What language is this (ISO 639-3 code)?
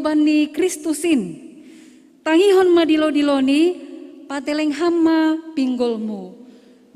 bts